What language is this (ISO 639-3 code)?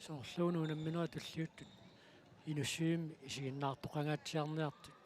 kal